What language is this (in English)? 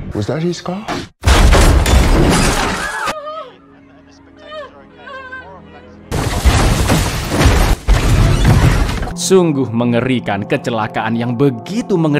Indonesian